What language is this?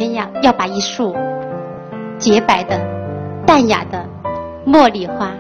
Chinese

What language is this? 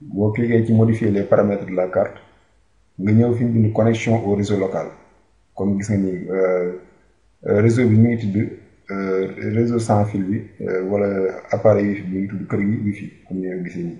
Wolof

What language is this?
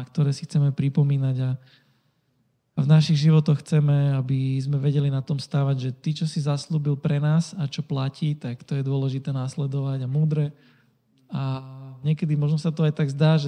Slovak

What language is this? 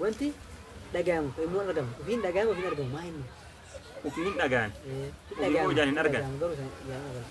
Oromo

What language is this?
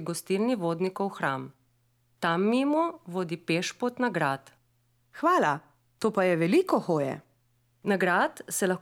Slovenian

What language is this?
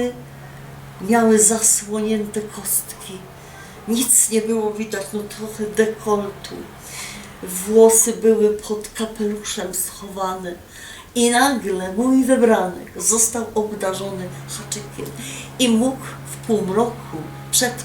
Silesian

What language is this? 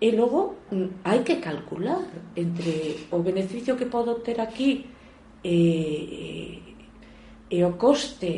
Galician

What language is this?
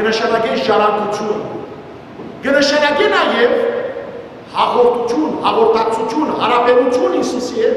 Western Armenian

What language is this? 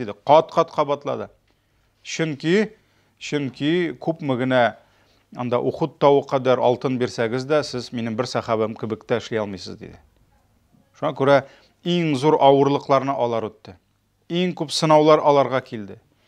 Tatar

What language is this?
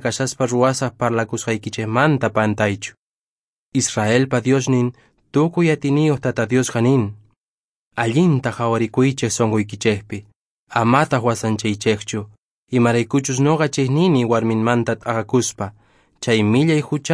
Quechua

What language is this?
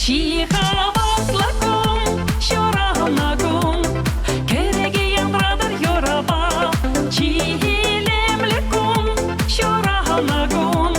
Chuvash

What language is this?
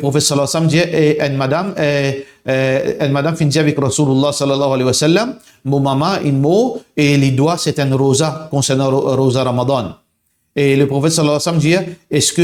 Morisyen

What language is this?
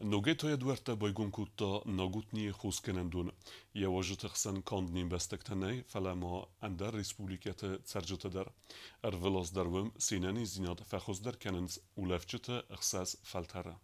Ossetic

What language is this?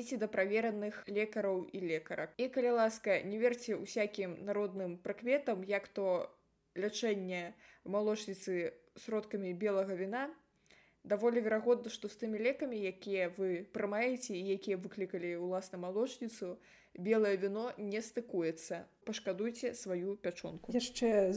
Belarusian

